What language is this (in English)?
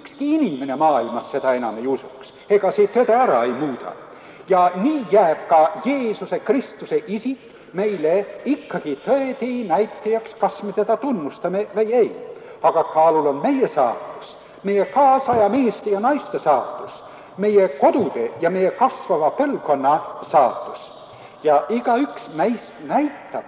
Estonian